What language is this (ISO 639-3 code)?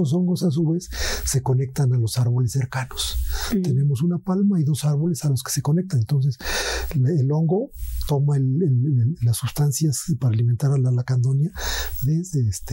spa